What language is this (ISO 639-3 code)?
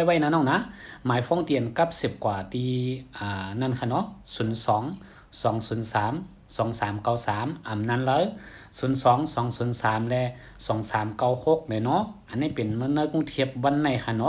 shn